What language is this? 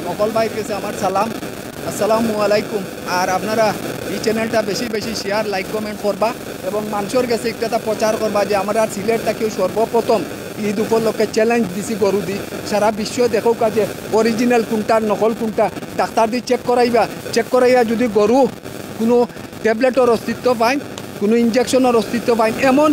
Sylheti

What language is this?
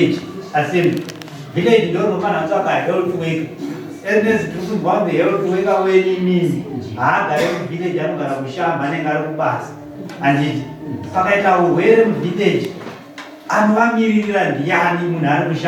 Shona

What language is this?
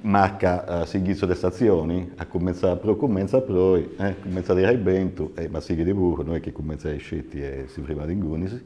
Sardinian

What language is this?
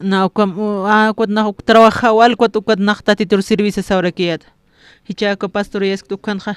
Aymara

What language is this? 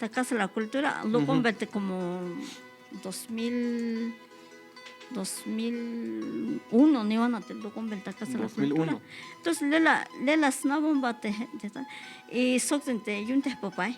Tzeltal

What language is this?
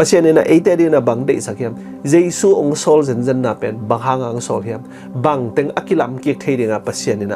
Tedim Chin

